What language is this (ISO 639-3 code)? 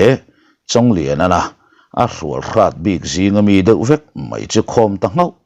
lus